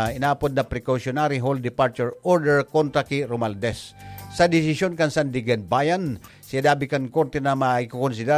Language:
Bikol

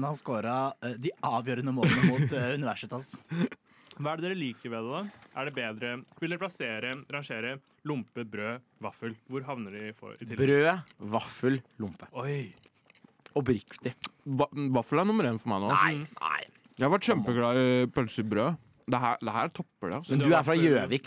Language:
Norwegian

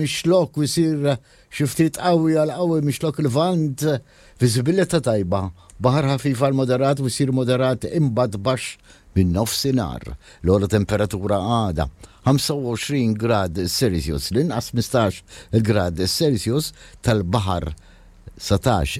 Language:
Maltese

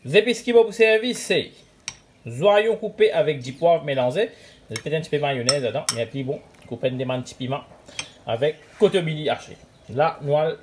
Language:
Morisyen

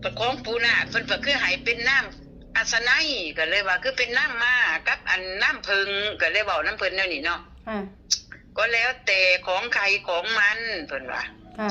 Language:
Northeastern Thai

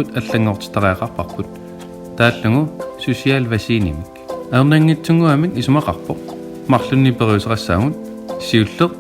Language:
Kalaallisut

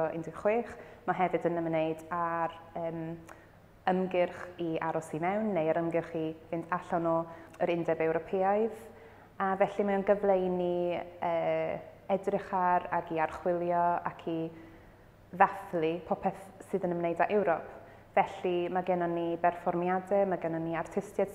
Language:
Welsh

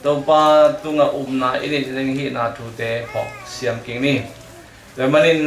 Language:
Tedim Chin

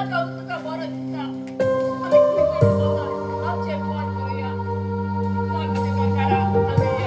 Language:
Konkani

